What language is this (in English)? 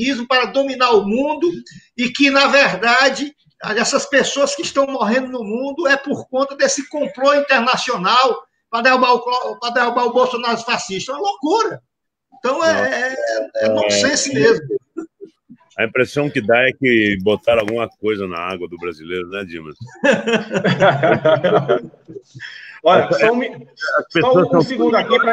Portuguese